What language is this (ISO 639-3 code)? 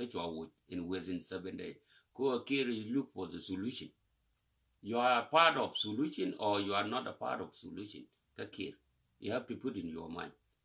nus